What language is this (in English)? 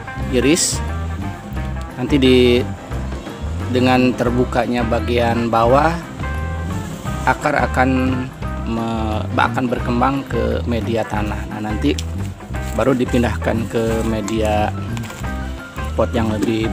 Indonesian